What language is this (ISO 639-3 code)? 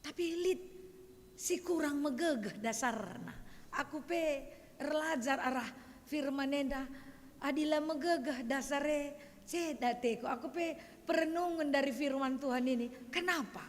btx